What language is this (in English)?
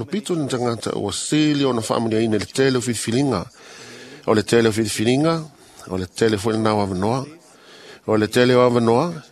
Samoan